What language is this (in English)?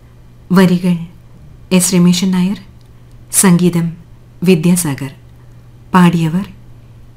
Malayalam